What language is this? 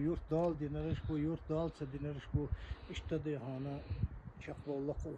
Chechen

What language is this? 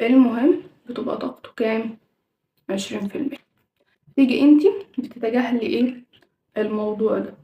Egyptian Arabic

